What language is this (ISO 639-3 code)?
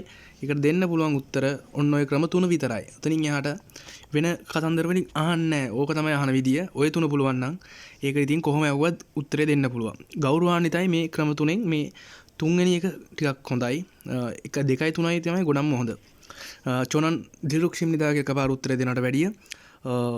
sin